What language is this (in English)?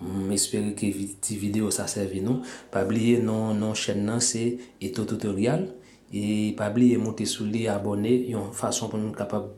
Haitian Creole